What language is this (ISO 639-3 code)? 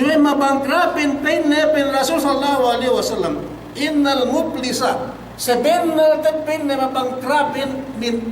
yka